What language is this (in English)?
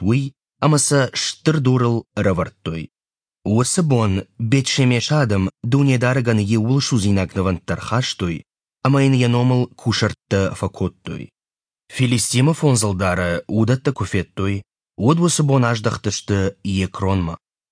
Ossetic